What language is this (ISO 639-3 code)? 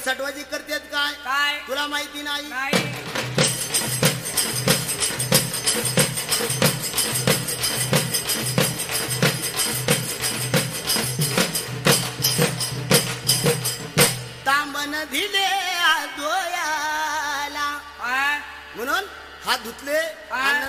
mar